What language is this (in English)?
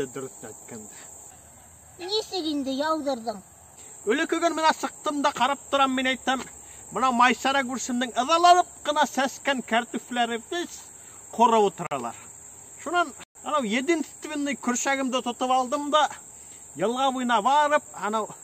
Bashkir